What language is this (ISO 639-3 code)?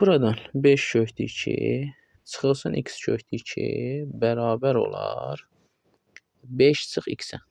aze